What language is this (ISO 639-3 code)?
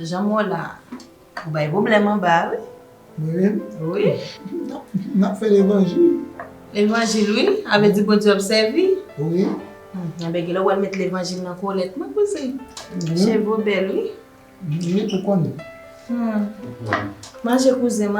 hat